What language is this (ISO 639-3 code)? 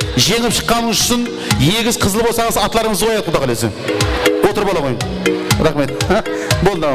kaa